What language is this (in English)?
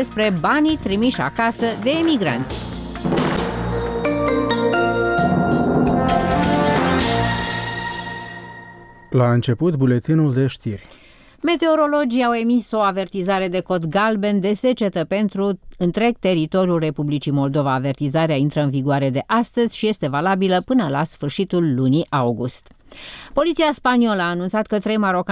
Romanian